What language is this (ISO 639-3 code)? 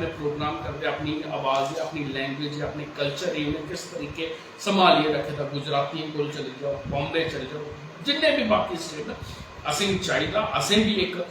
doi